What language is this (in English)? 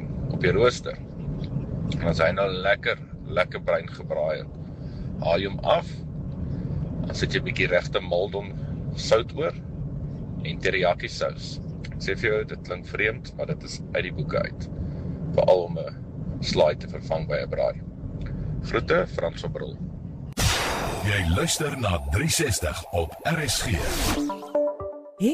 Afrikaans